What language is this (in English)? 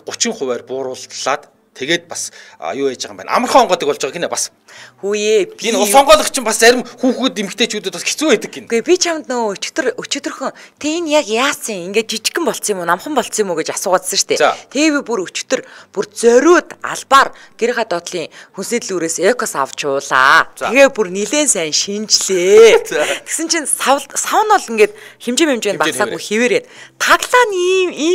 Mongolian